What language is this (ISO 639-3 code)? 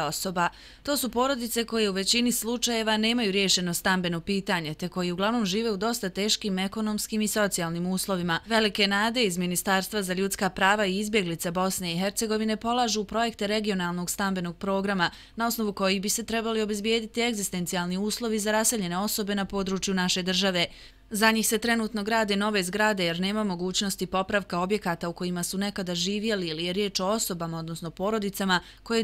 bos